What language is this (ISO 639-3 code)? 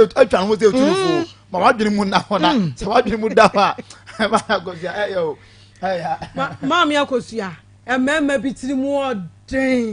aka